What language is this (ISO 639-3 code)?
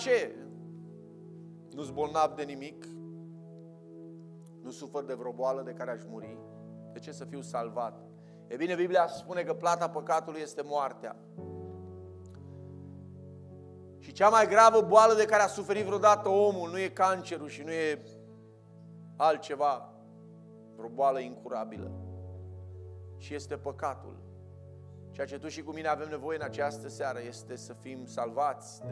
ron